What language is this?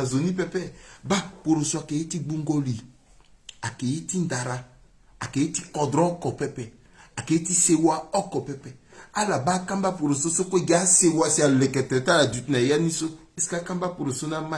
Sango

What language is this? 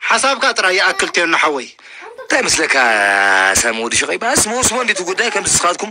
Tigrinya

